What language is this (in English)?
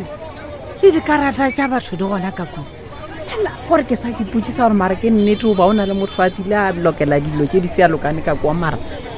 Northern Sotho